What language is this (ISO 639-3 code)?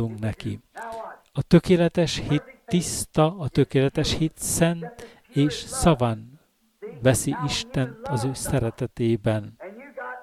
hun